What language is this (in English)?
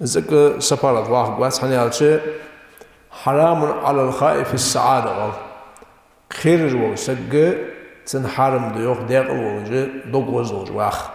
Ingush